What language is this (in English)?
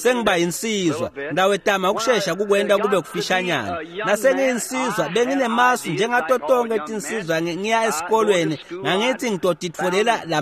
Swati